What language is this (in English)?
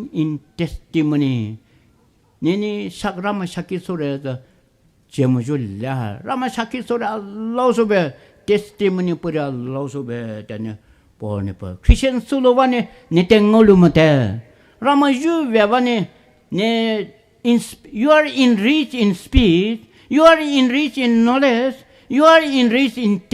Poumei Naga